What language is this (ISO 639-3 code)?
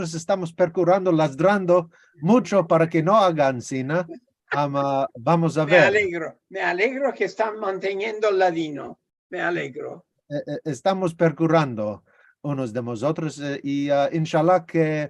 lad